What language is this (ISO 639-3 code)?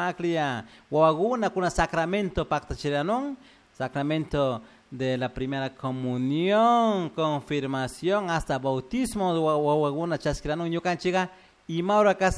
qug